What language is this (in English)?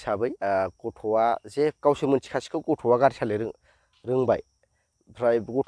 Bodo